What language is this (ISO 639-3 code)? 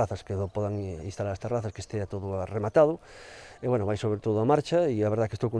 glg